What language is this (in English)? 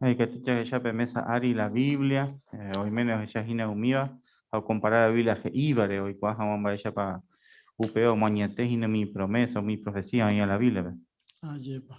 Guarani